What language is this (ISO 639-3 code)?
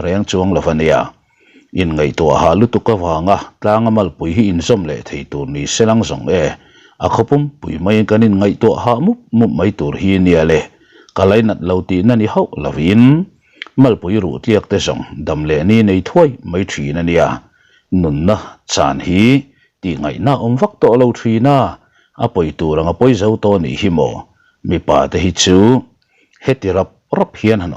lus